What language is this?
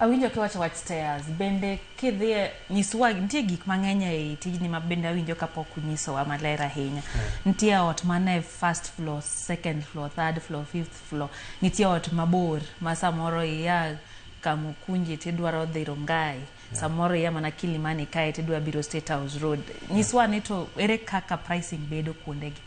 Luo (Kenya and Tanzania)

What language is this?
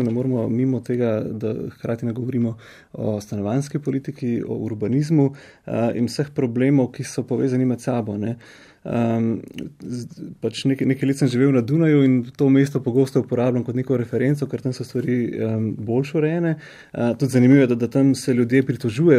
Slovenian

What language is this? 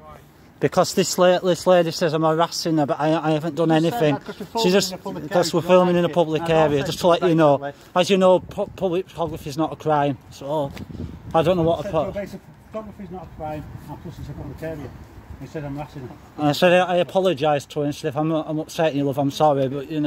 English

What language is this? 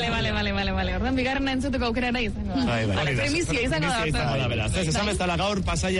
Basque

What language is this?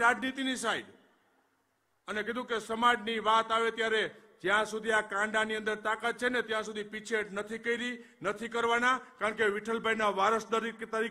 Gujarati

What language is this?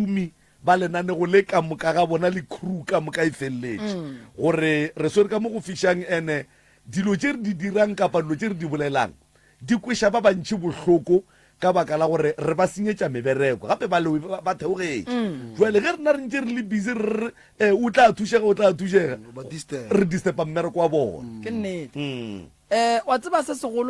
Northern Sotho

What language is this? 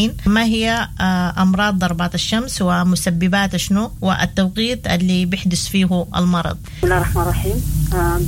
Sudanese Arabic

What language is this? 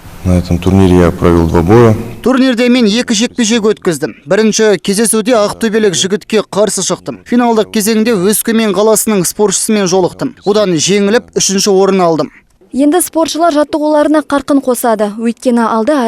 Kazakh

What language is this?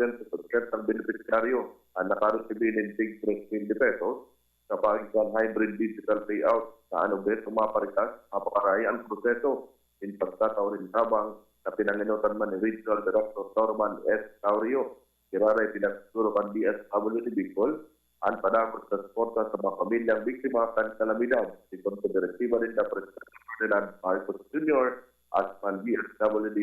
Bikol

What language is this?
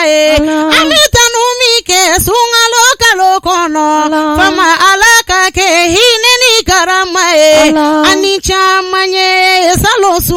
Bambara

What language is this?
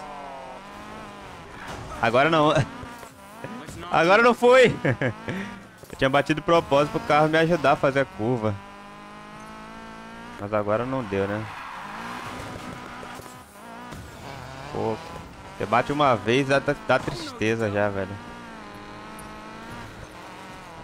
Portuguese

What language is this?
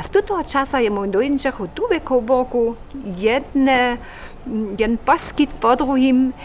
Upper Sorbian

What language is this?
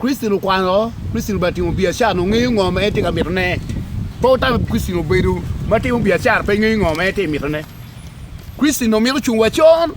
Acoli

